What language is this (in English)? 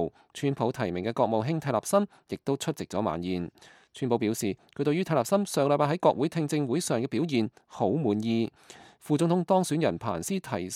Cantonese